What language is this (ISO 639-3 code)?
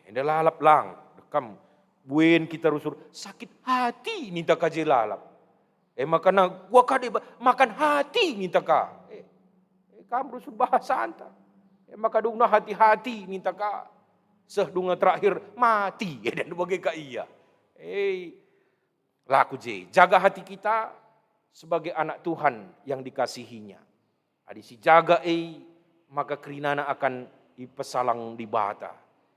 btx